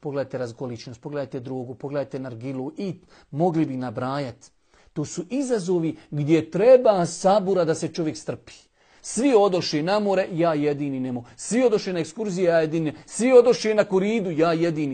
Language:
Bosnian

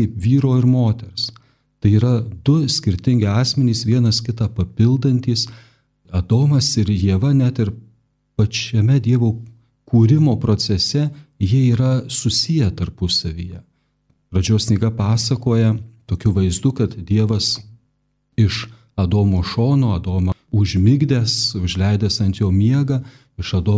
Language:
Lithuanian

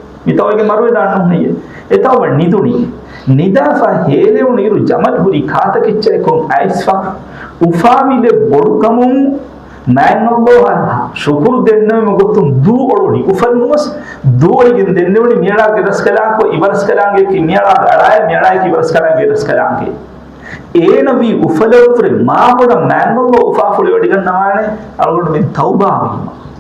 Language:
Divehi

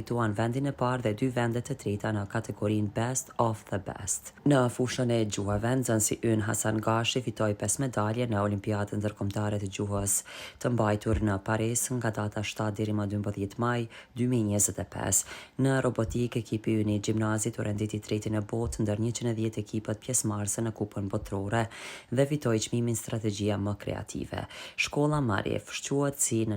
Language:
Albanian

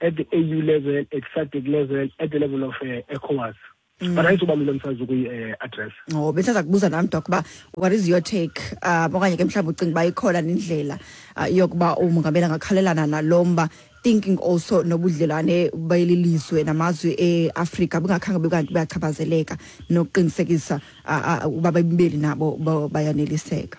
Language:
Xhosa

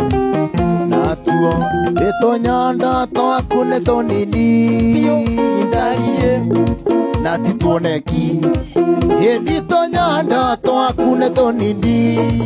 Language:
Kikuyu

